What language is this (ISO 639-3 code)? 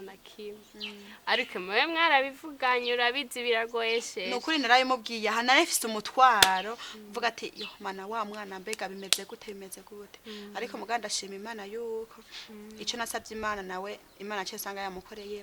run